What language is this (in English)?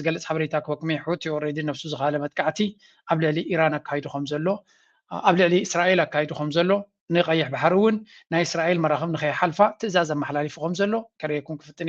Tigrinya